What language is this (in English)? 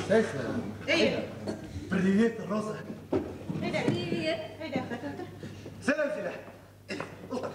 Bashkir